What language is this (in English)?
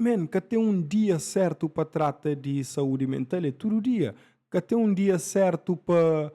Kabuverdianu